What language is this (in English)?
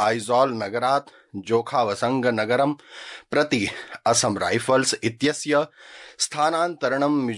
Sanskrit